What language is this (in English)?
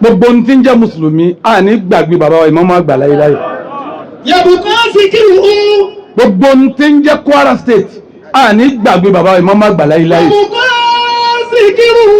Yoruba